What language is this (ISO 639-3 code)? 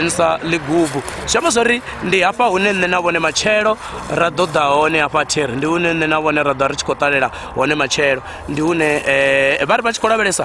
ven